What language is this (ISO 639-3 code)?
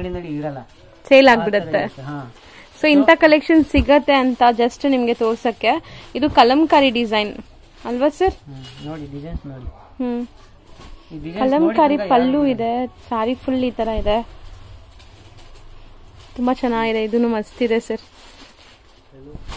kan